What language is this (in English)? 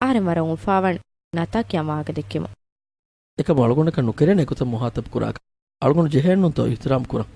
Divehi